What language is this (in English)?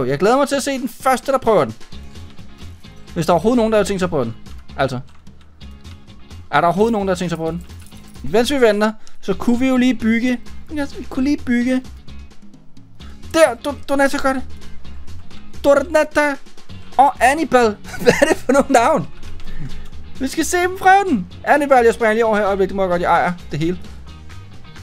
Danish